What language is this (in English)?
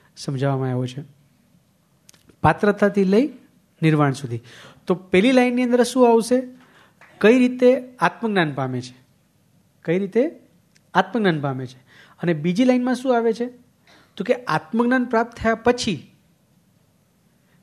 Gujarati